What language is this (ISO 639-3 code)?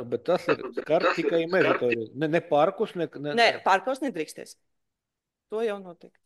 lav